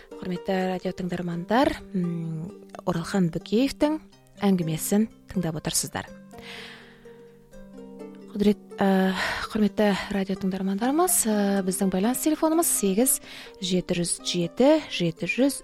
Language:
Kazakh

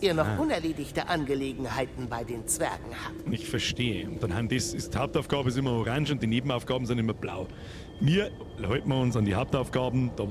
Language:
Bavarian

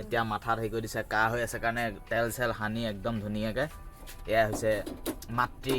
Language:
Assamese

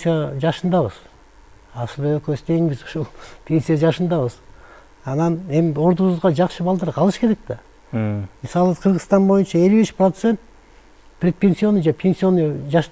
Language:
Kyrgyz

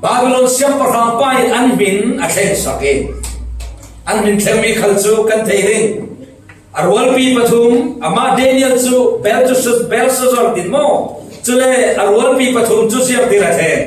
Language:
Falam Chin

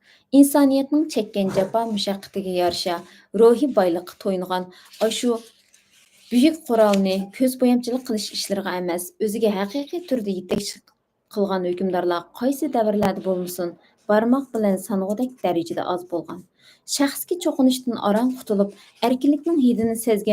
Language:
Uyghur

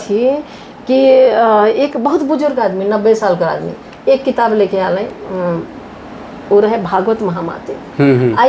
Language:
Sadri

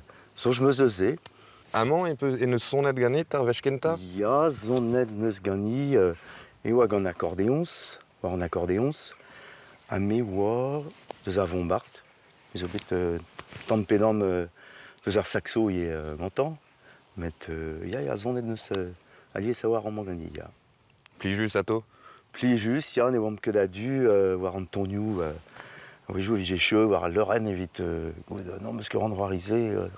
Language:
Breton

